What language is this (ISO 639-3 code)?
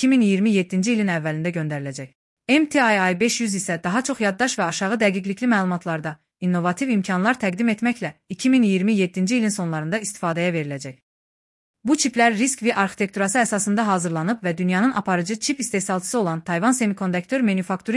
aze